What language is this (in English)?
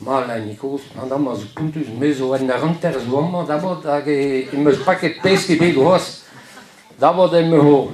Breton